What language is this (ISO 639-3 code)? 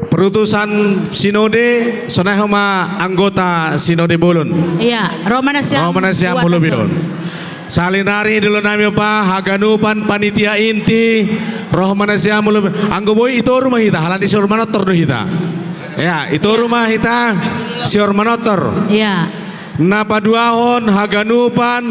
bts